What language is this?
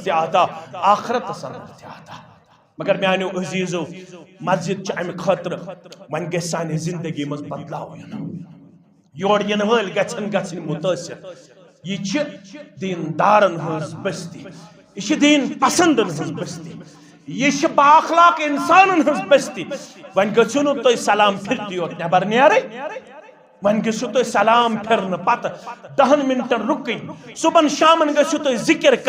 Kashmiri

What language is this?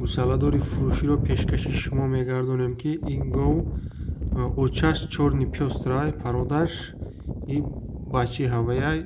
Tajik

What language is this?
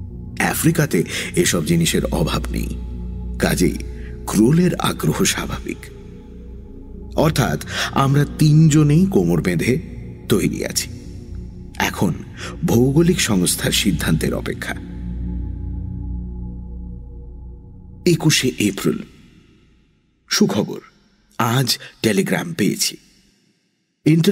Bangla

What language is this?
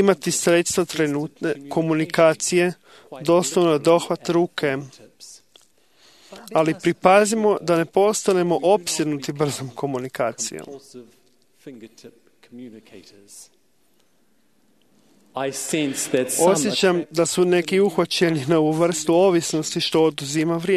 Croatian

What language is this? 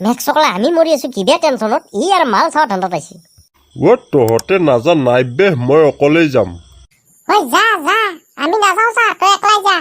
Assamese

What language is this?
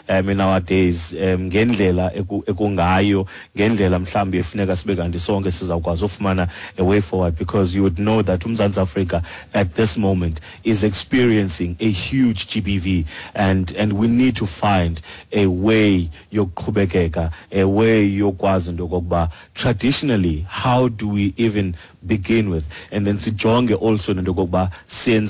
Xhosa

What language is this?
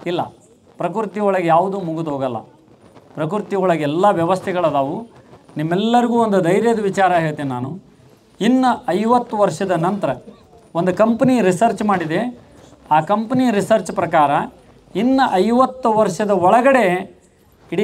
Kannada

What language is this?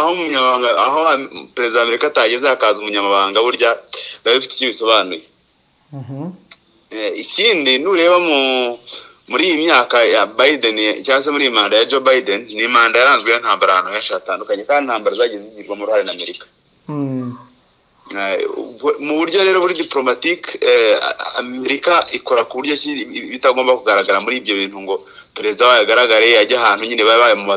Kinyarwanda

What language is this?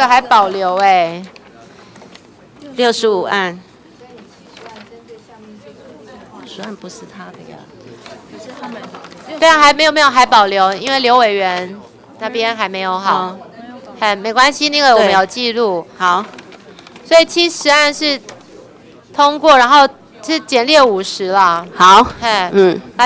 Chinese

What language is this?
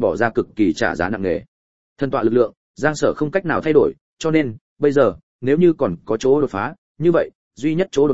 Vietnamese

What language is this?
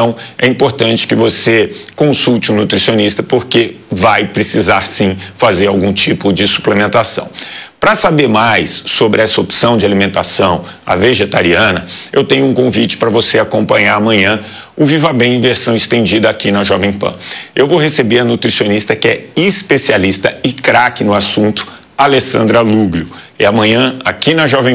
Portuguese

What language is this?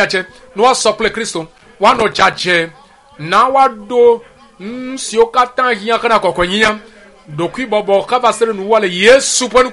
Ewe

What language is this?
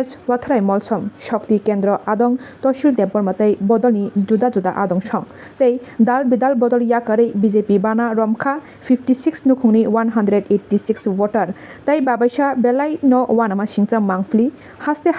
Kok Borok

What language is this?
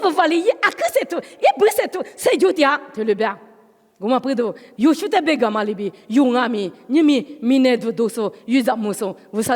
Lisu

